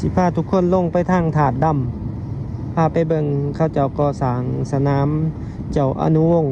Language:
Lao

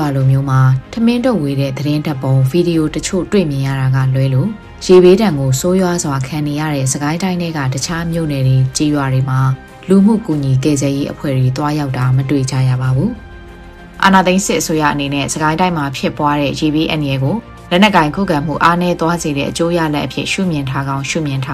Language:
Burmese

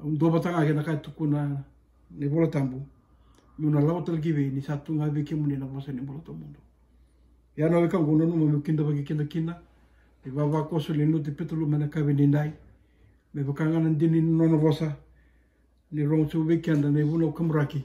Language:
Fijian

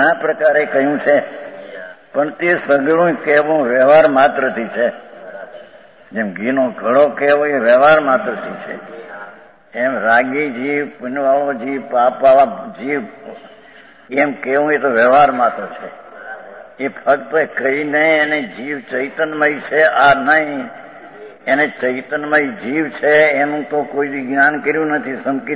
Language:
Gujarati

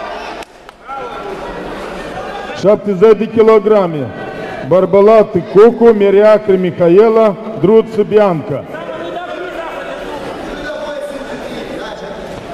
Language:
Romanian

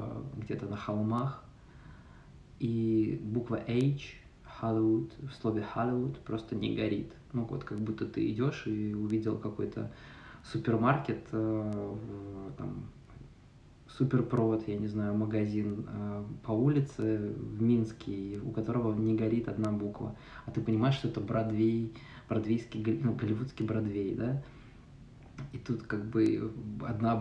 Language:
Russian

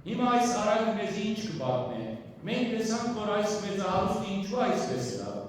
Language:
Western Armenian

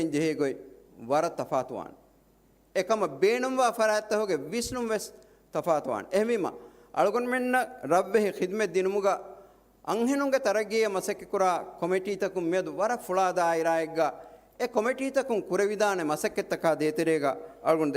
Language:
Divehi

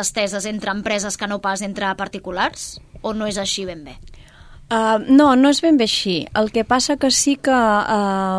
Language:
Catalan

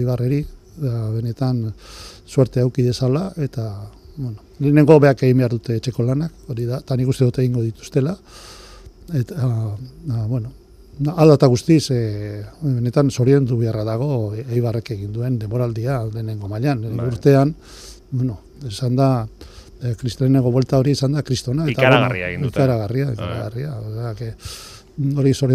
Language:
Basque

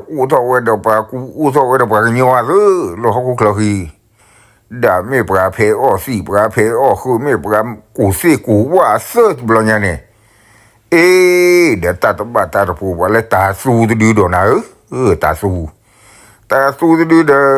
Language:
S'gaw Karen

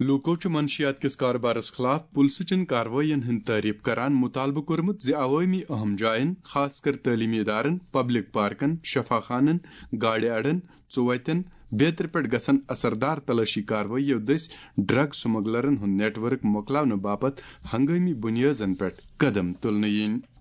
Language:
Kashmiri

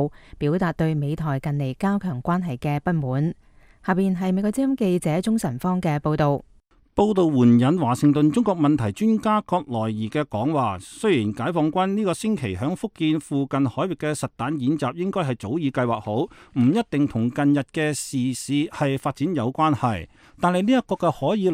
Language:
Cantonese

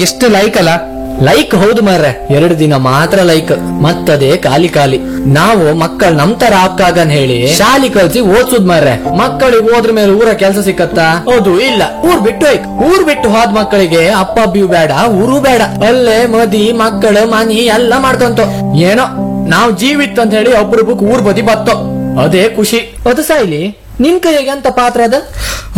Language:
Kannada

